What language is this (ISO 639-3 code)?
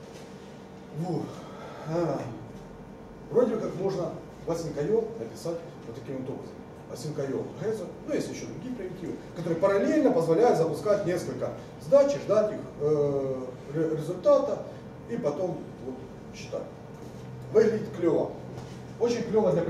rus